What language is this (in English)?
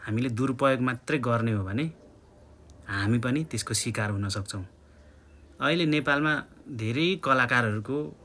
Nepali